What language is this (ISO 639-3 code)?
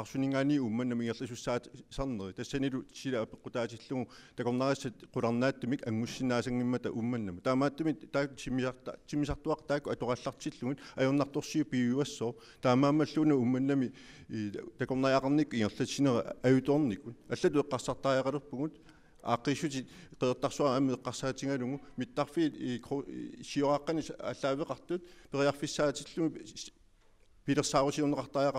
kal